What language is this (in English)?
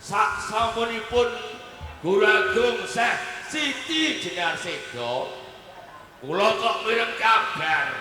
Javanese